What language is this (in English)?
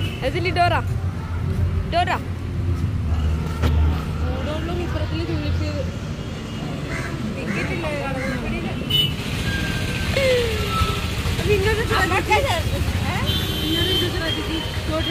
Malayalam